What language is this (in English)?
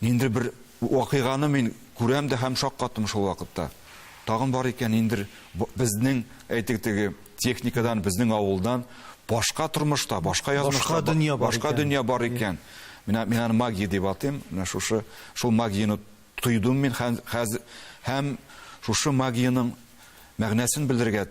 Tatar